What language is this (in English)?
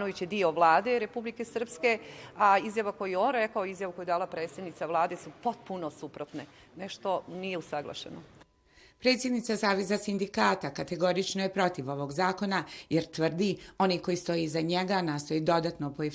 Bosnian